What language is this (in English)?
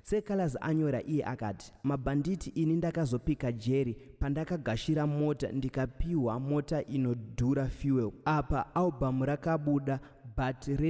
Shona